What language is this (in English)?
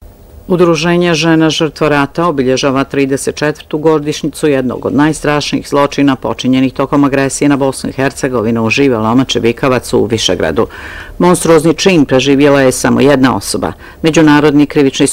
Bosnian